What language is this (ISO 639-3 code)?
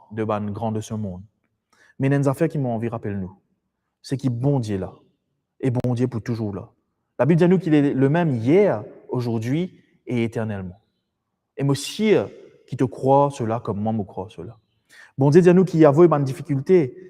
mfe